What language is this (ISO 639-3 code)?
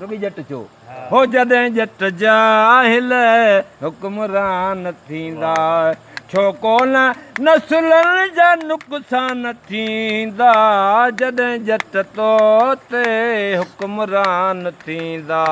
snd